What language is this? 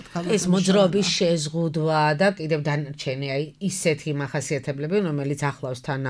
Georgian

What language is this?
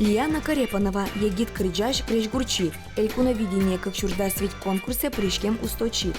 Udmurt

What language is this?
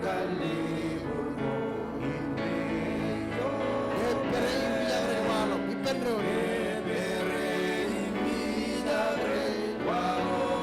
Marshallese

